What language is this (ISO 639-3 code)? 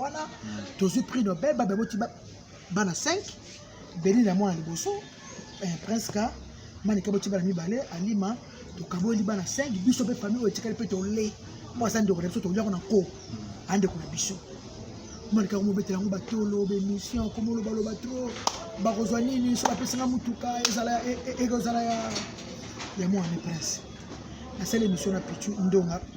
lin